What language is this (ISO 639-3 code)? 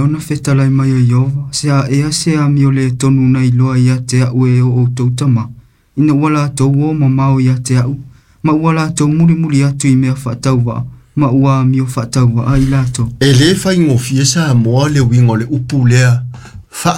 smo